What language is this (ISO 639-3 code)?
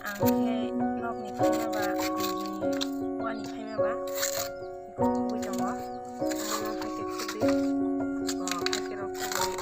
trp